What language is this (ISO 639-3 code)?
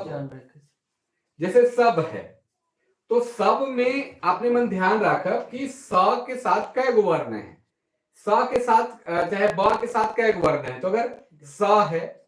sck